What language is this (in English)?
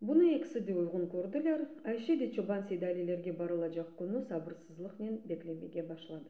Crimean Tatar